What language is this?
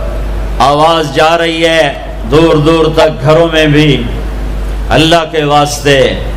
Urdu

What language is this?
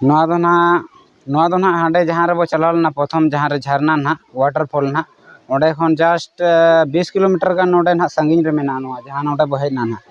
Santali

